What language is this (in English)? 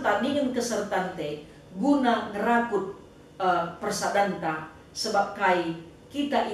Batak Karo